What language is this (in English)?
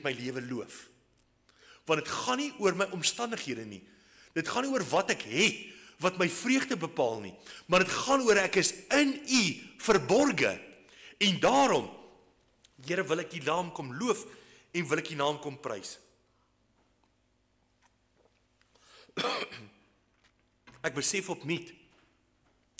Afrikaans